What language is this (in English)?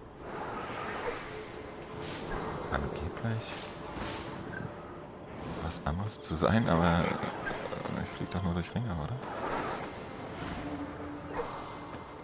German